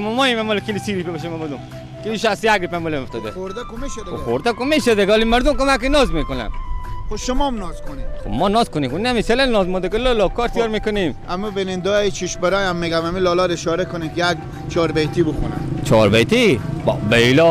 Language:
Persian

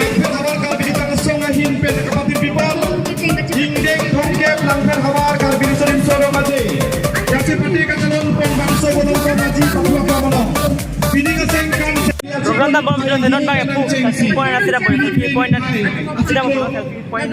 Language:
Karbi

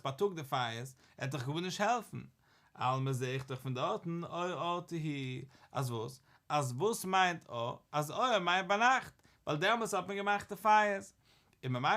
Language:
Yiddish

